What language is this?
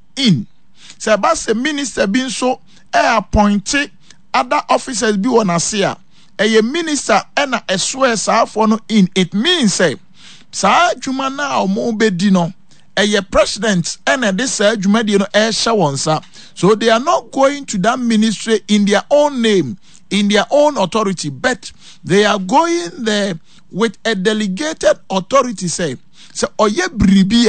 Akan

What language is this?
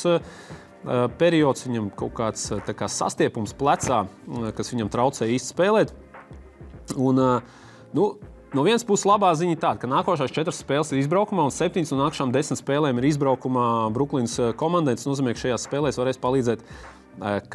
Latvian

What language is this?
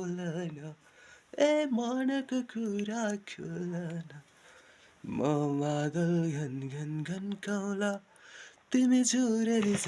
Nepali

